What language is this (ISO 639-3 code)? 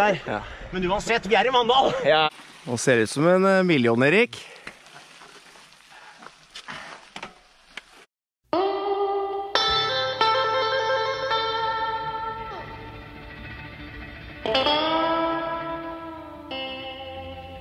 nor